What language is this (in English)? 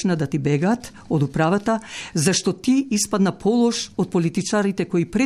Macedonian